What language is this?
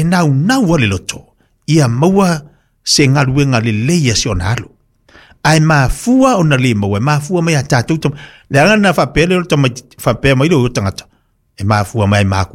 Samoan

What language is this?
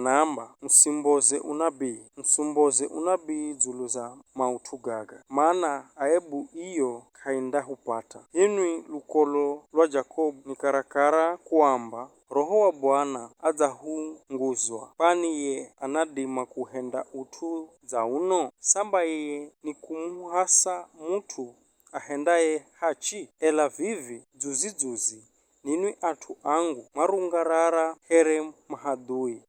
Giryama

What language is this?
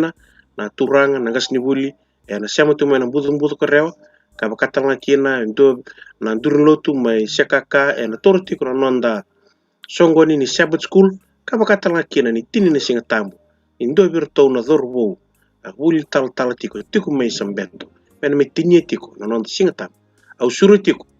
Fijian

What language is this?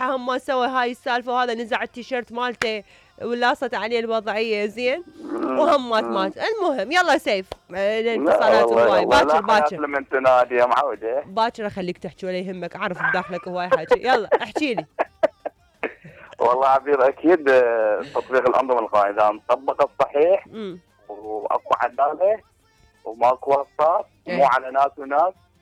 Mesopotamian Arabic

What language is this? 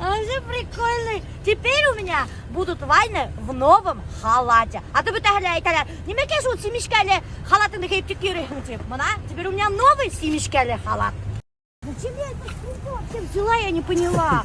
Bashkir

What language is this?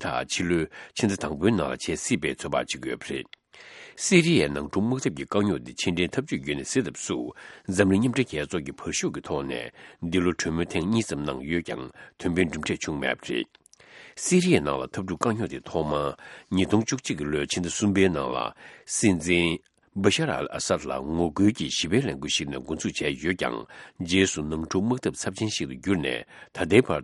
Tibetan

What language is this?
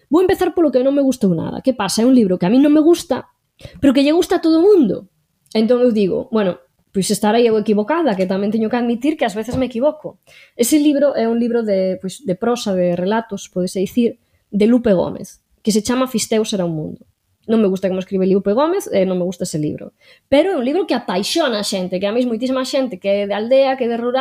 Galician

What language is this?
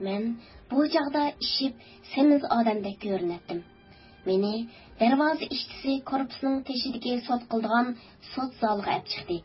Uyghur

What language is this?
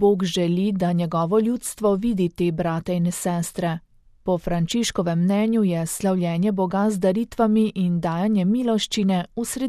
Slovenian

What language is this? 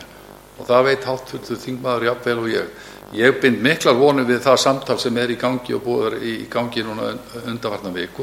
Icelandic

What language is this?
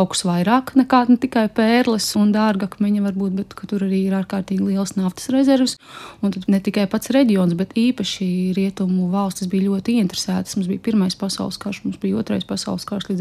Latvian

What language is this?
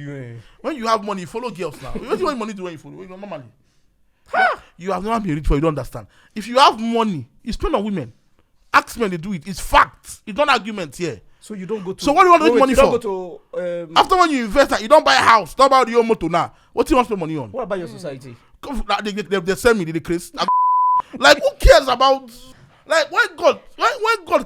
Nigerian Pidgin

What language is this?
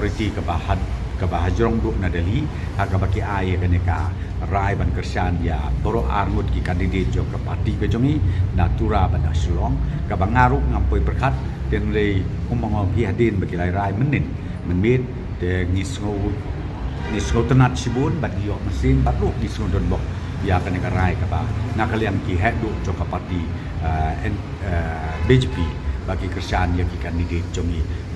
Khasi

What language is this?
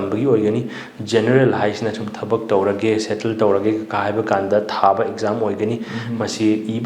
Manipuri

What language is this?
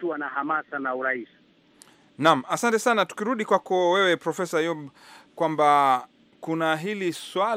Swahili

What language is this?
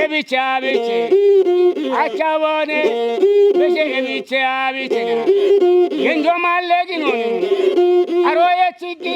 Kafa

